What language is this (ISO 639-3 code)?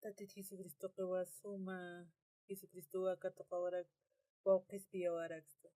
aym